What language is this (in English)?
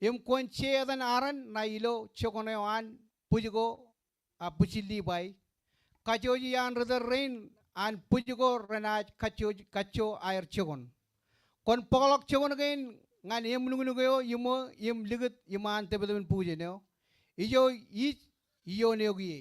Marshallese